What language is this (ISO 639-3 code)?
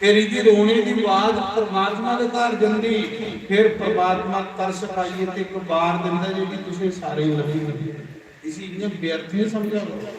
doi